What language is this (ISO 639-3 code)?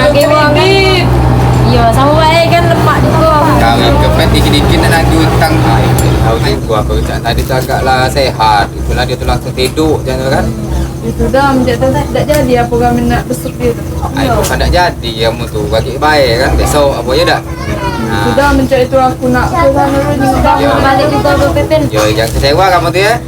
mui